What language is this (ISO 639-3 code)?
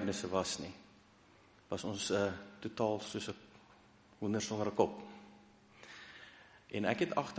afr